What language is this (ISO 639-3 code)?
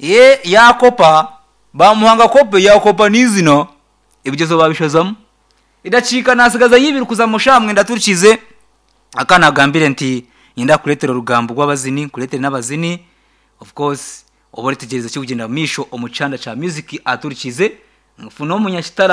nyn